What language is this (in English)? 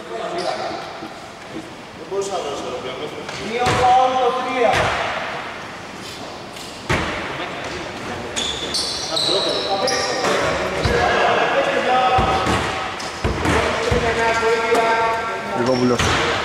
Greek